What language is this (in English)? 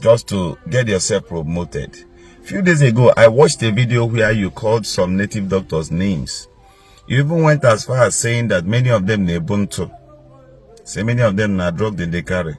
Igbo